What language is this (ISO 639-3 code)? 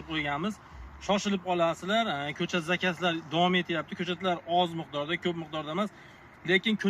uzb